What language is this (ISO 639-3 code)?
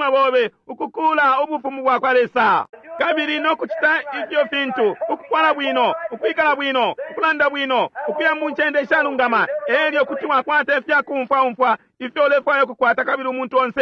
bem